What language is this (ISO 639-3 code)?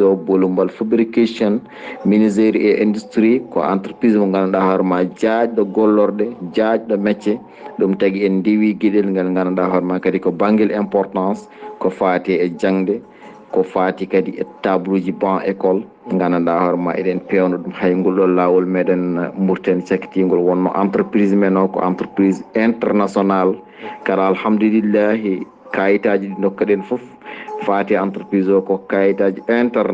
ful